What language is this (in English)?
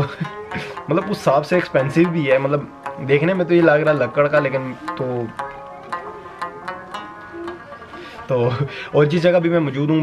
Hindi